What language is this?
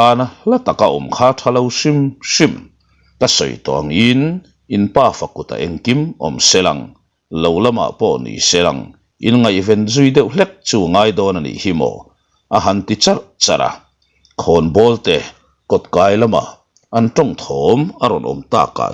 Mizo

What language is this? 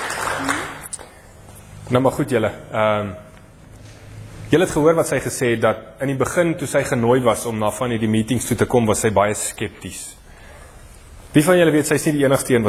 Afrikaans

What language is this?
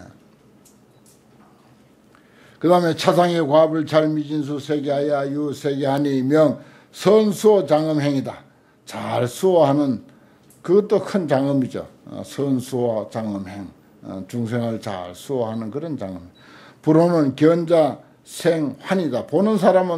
Korean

